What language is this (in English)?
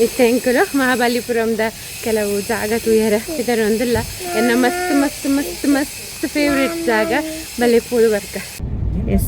Tulu